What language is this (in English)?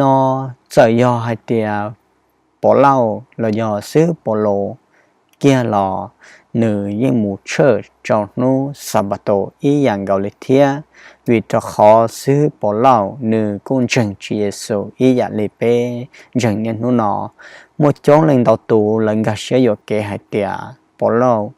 Hmong